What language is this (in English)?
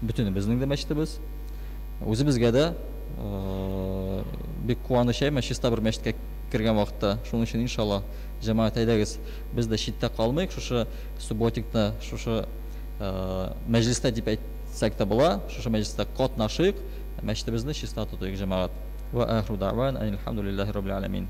Tatar